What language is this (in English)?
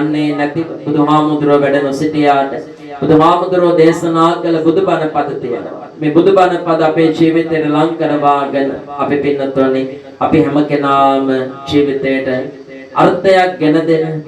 Sinhala